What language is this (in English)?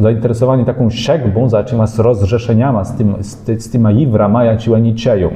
Kashubian